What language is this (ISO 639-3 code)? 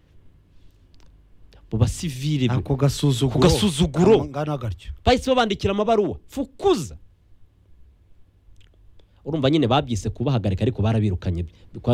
kin